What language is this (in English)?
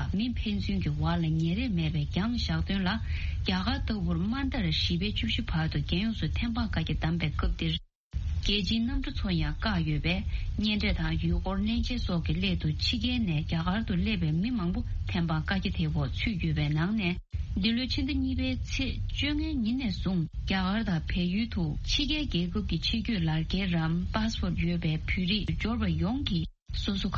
Tibetan